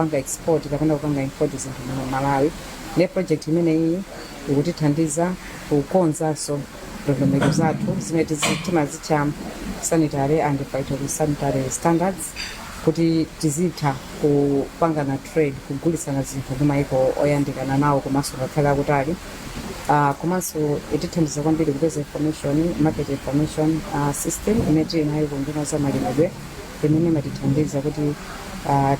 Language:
Nyanja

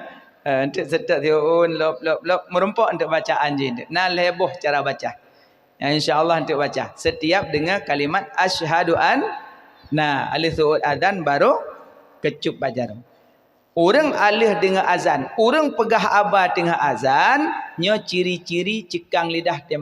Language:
Achinese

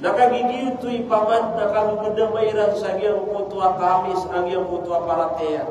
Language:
Maranao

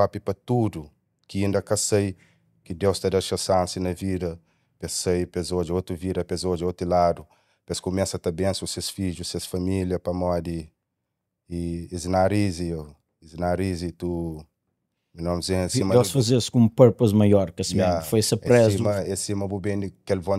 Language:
Kabuverdianu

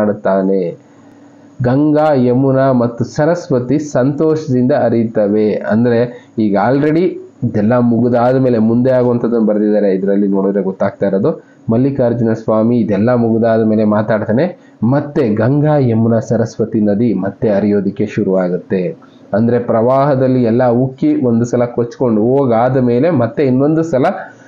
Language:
Kannada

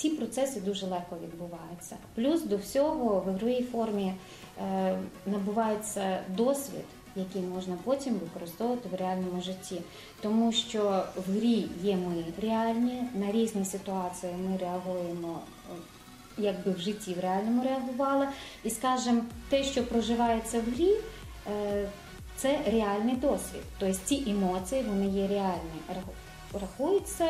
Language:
Ukrainian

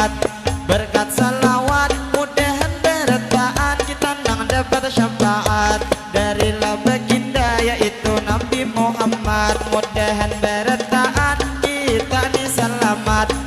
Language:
Banjar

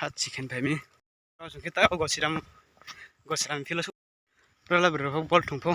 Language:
Riang (India)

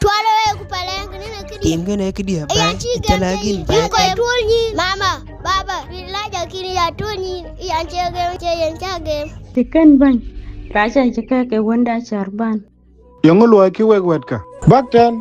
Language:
Dinka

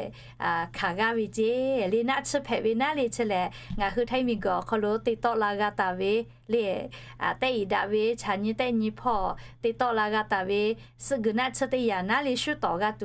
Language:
Lahu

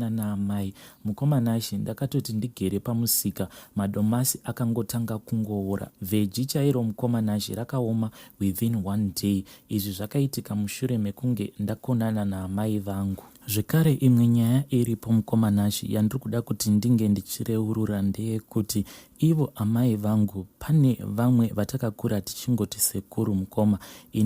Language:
Shona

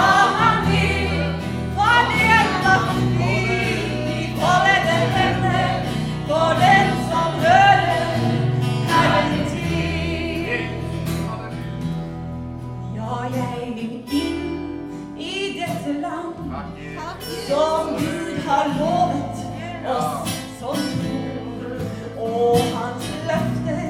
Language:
Norwegian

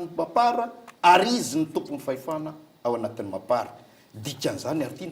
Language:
Malagasy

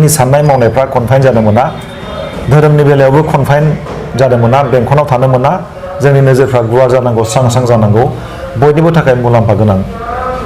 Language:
Bodo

